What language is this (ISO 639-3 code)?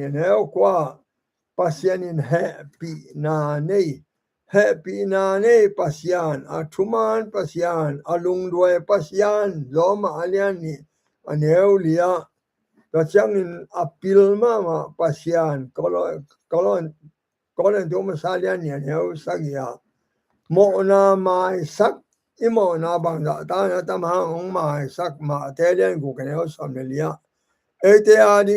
ctd